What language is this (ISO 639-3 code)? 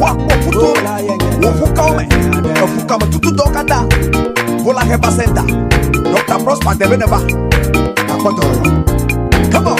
ewe